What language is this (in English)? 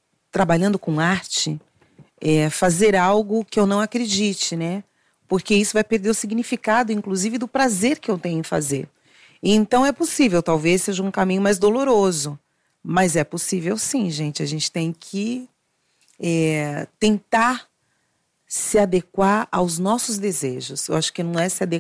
Portuguese